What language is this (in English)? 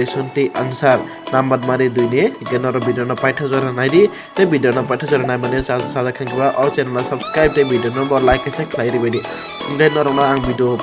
Kok Borok